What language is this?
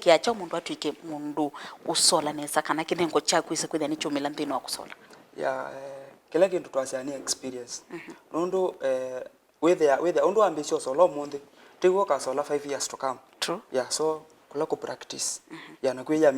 Kamba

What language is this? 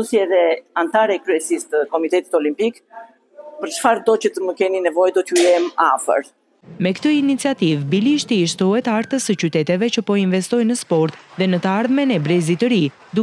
Albanian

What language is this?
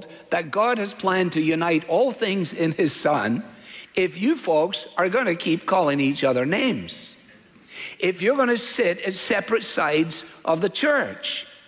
English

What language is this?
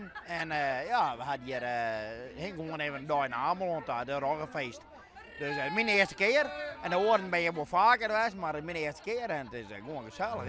Western Frisian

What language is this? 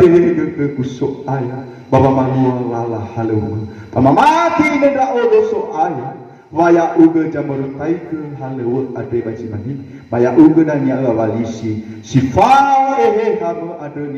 Nias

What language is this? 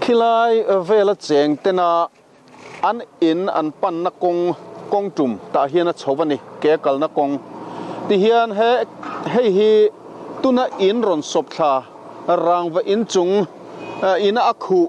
Mizo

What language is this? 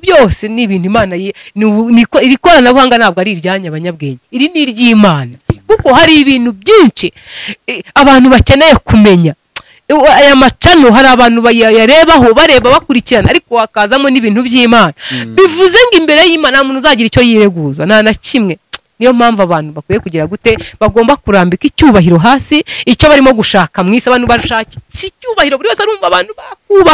Kinyarwanda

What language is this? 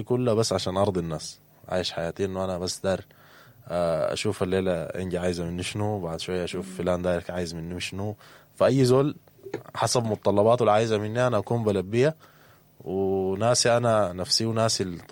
Sudanese Arabic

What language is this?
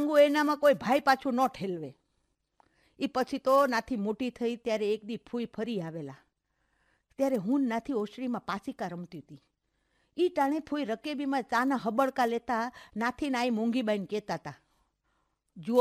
Gujarati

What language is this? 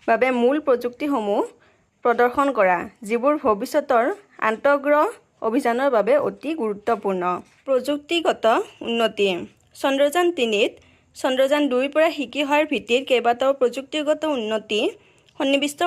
Assamese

